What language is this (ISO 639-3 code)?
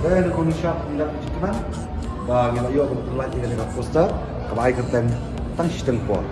kha